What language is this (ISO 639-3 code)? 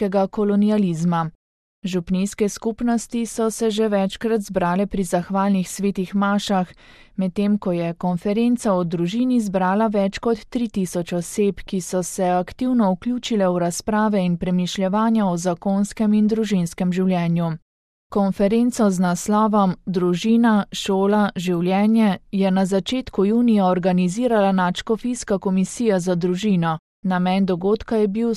slv